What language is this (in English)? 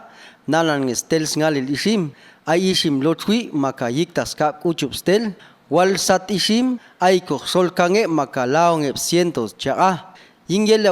Popti'